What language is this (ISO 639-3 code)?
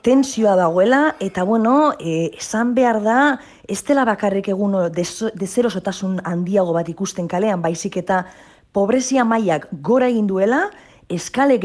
eus